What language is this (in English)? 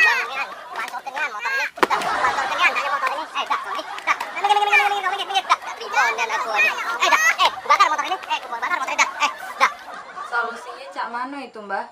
Musi